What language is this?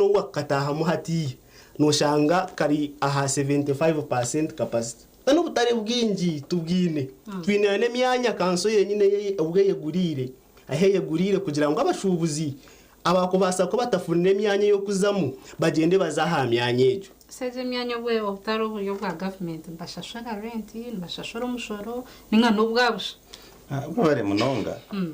Nyankole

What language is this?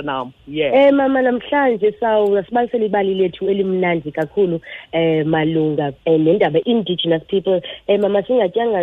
Xhosa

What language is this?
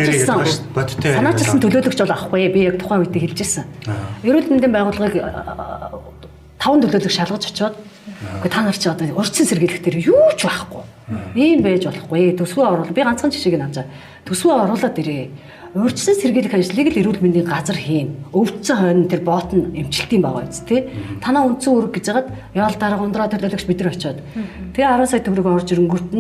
Mongolian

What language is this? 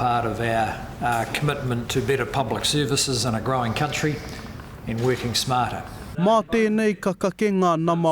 Māori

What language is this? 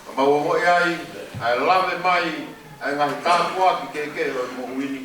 Tongan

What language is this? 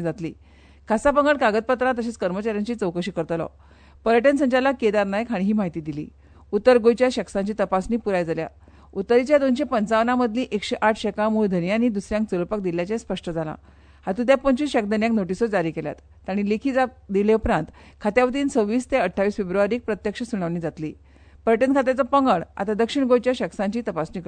Konkani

